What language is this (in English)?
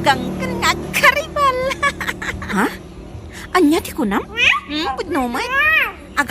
Iloko